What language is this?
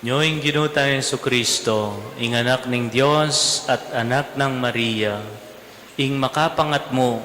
Pampanga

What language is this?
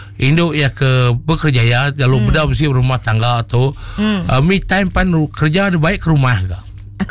Iban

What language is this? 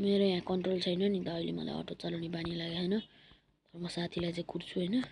Nepali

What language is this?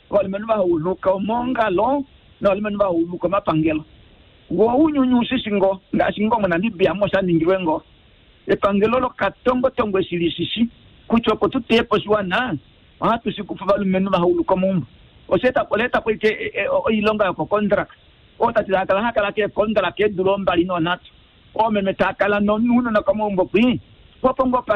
Kuanyama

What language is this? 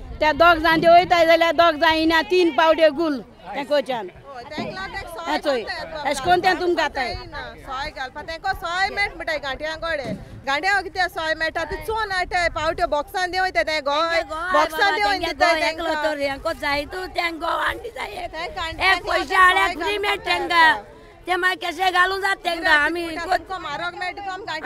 Konkani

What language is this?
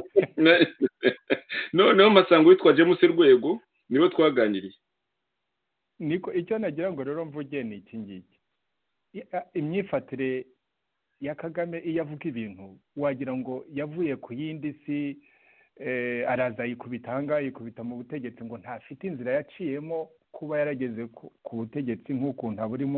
Kinyarwanda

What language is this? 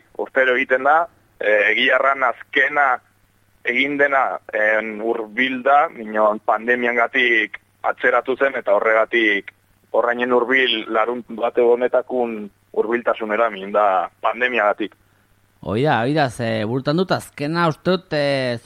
Basque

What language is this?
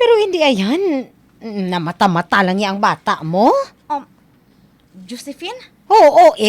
Hiligaynon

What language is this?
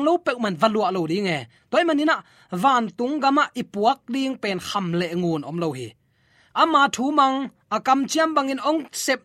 Tedim Chin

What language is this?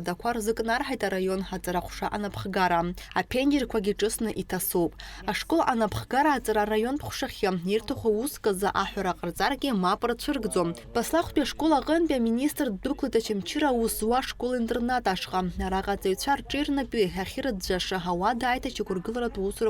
Abkhazian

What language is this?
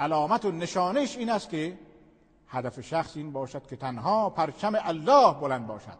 Persian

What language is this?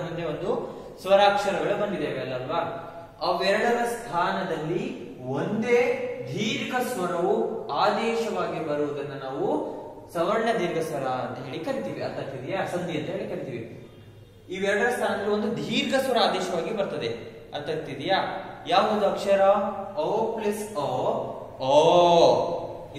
Kannada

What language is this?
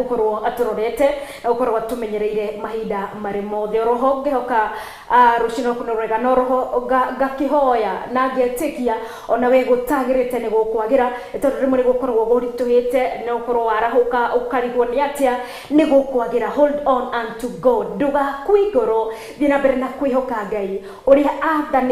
Kikuyu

